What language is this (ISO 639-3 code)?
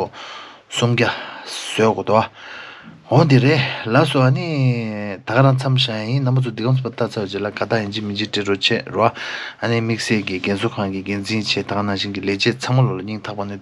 bod